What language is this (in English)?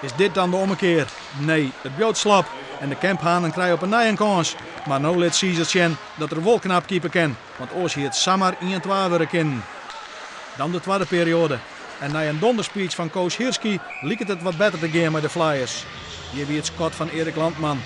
Western Frisian